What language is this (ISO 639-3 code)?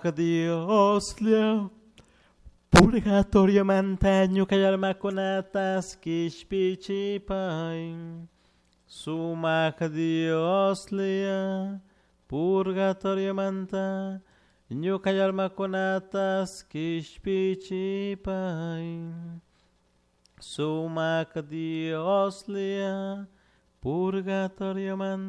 qug